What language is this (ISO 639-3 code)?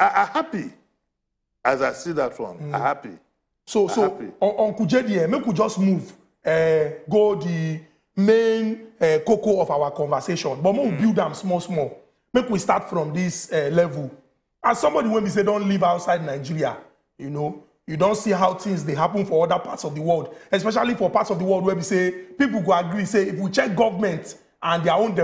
pcm